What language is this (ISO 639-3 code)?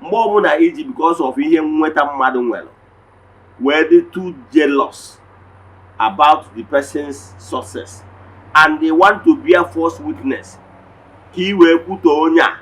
ibo